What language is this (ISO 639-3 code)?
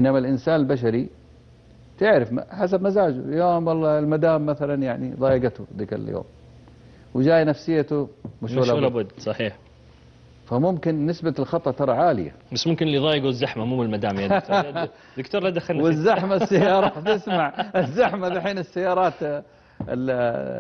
ara